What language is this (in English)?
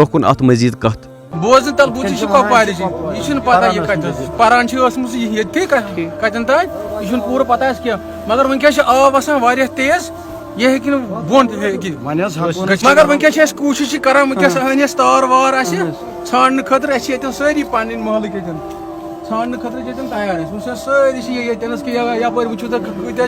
Kashmiri